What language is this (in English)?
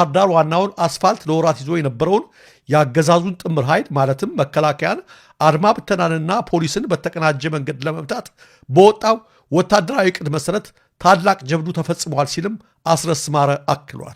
Amharic